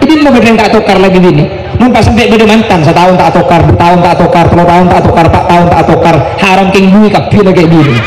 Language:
Madurese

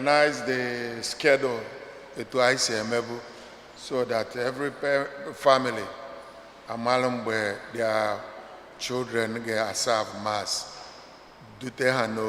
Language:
Igbo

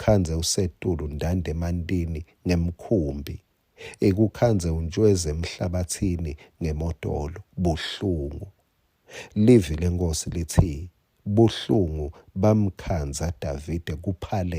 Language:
Swati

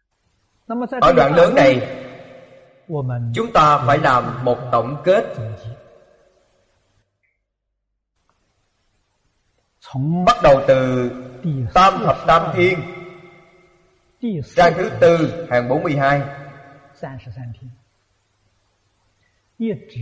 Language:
Vietnamese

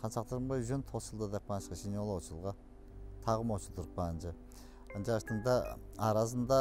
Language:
Tuvinian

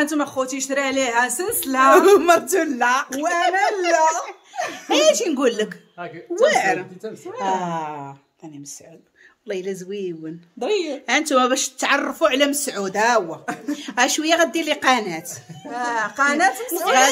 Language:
Moroccan Arabic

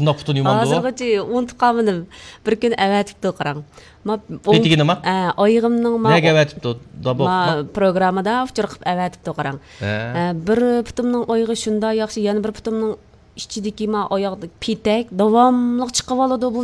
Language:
Uyghur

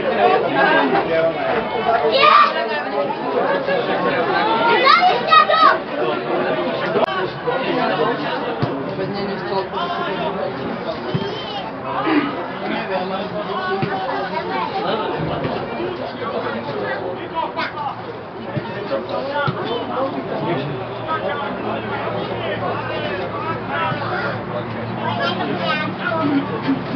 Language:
Slovak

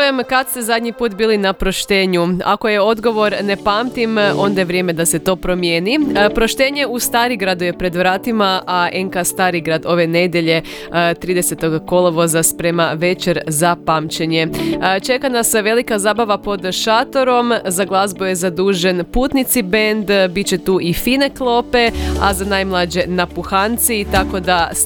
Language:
Croatian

